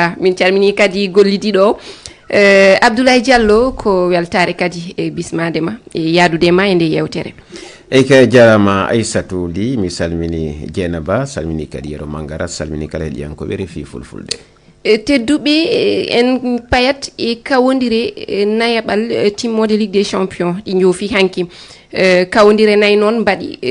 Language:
Fula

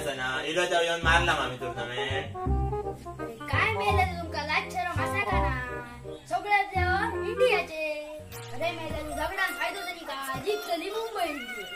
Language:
Konkani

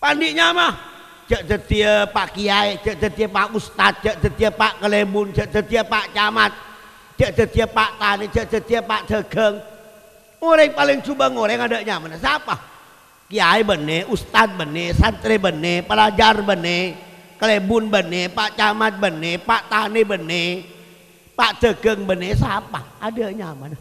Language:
Madurese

